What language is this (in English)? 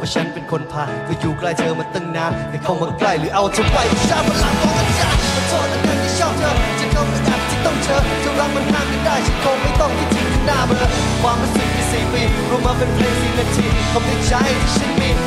Thai